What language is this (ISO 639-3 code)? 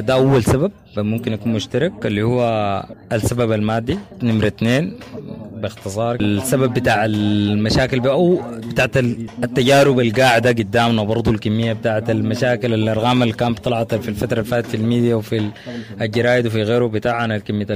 apd